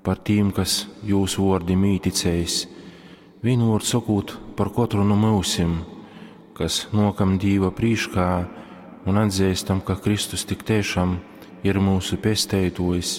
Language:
Latgalian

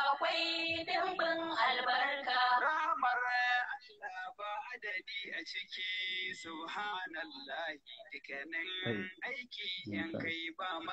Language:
Hausa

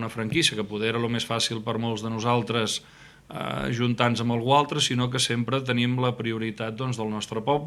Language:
Catalan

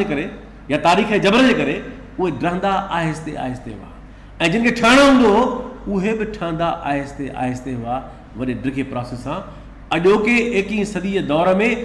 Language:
Sindhi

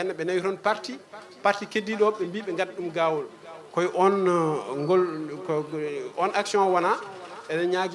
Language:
Fula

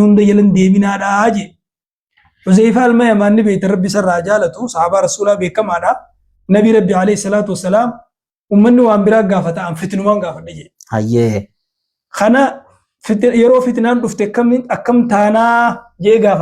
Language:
Oromo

